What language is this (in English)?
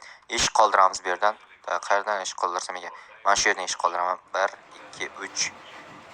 Uzbek